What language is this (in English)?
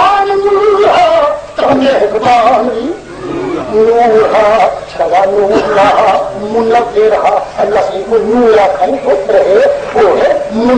Saraiki